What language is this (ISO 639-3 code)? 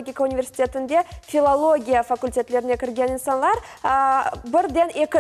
crh